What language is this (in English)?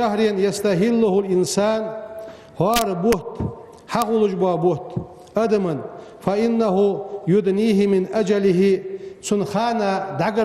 Ingush